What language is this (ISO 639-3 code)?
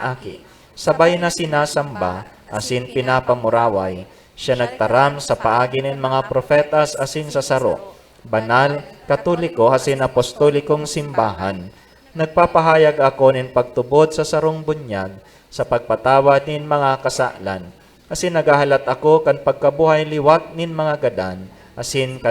bik